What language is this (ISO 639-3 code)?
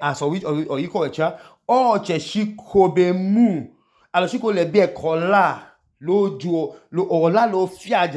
idu